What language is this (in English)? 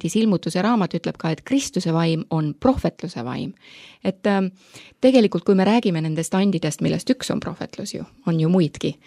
Estonian